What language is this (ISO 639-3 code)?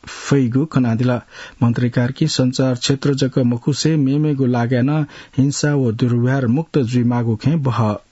new